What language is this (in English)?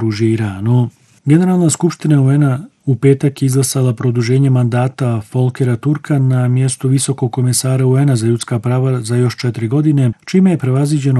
Bosnian